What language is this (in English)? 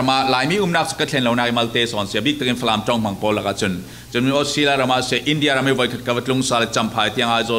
Falam Chin